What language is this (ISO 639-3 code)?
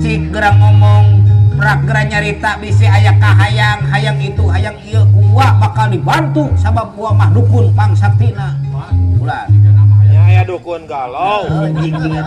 sun